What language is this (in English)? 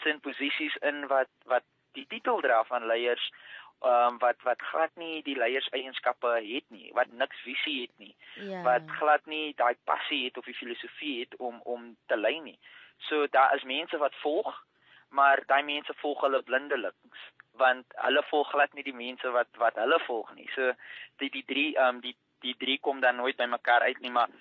Afrikaans